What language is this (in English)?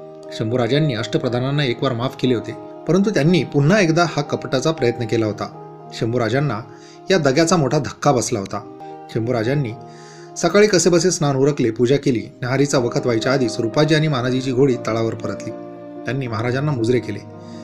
Marathi